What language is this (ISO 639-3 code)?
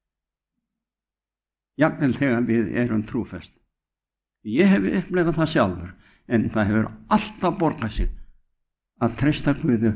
isl